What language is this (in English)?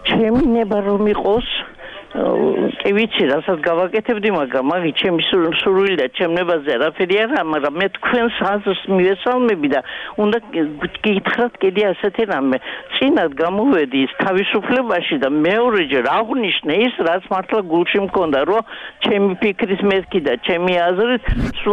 Georgian